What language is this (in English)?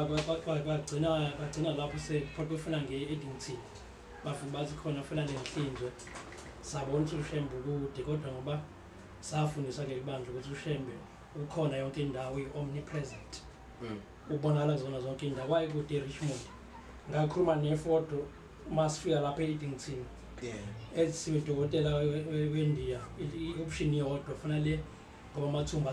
Zulu